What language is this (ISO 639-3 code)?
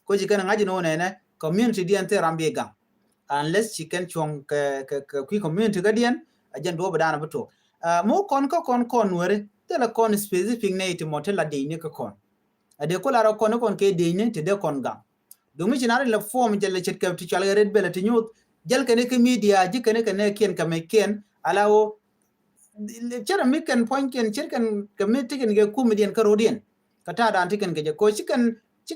nus